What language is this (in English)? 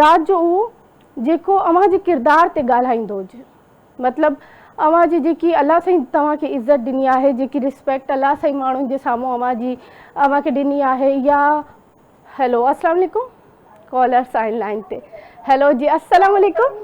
Sindhi